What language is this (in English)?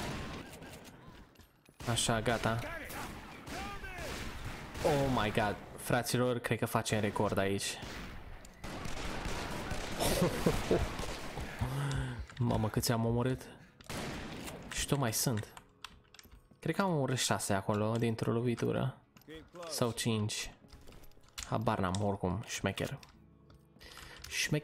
Romanian